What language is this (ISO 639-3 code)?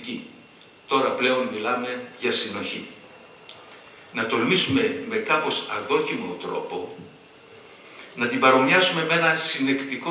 ell